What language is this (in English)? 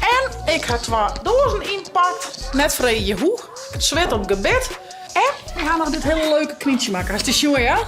Western Frisian